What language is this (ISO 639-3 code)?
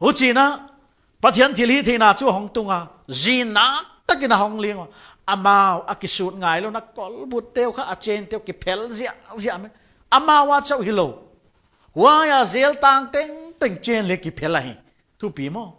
pck